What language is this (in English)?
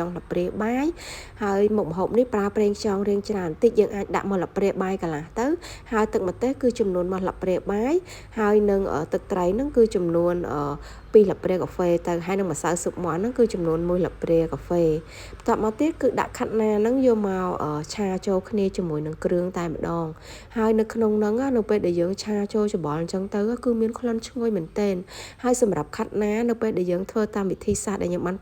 Khmer